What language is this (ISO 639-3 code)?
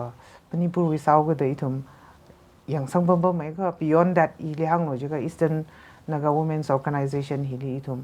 nmf